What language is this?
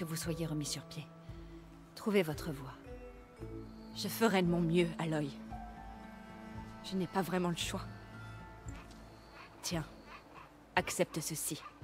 French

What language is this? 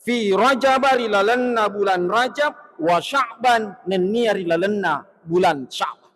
Buginese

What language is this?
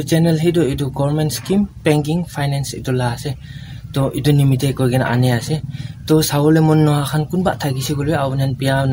Naga Pidgin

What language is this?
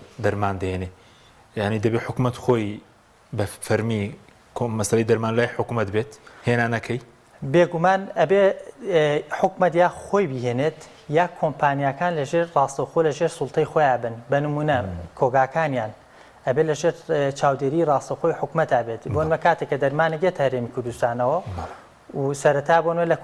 Central Kurdish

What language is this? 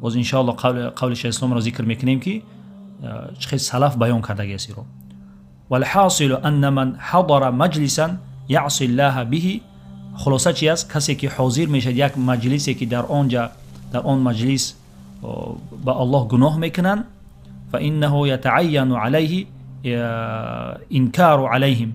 Tajik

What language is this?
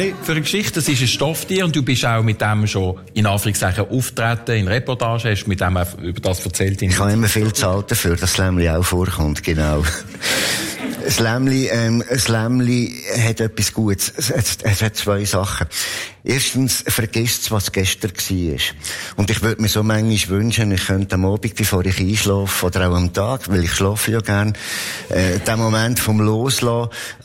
Swiss German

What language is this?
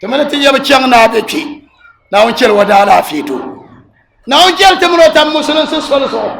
Dagbani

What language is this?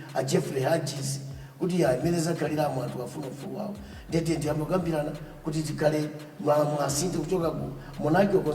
Nyanja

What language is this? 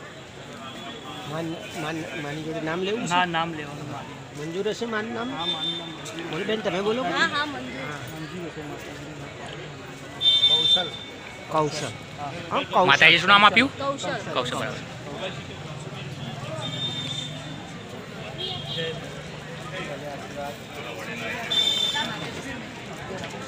Gujarati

